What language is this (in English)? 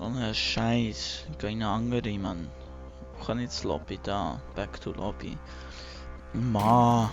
Swiss German